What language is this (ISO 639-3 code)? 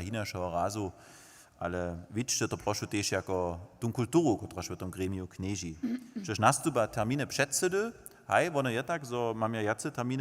hsb